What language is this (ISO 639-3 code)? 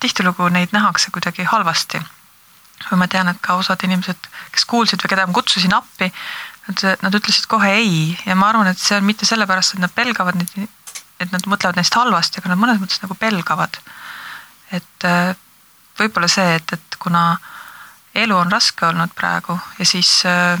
est